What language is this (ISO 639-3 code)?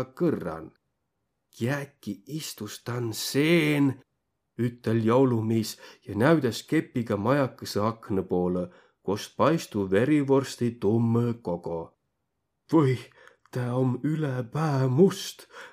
vro